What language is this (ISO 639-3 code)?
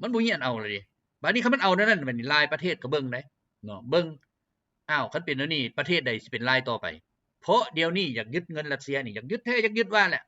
lao